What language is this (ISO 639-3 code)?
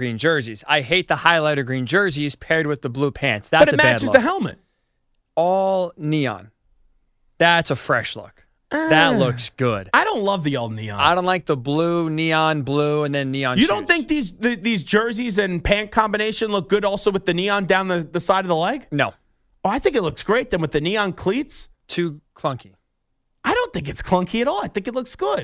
eng